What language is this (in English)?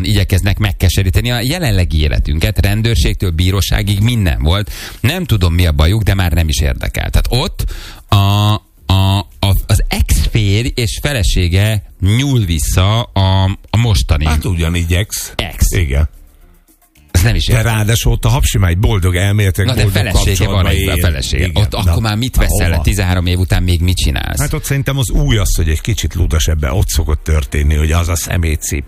Hungarian